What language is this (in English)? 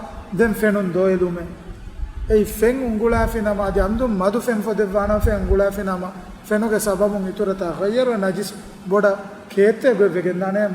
Divehi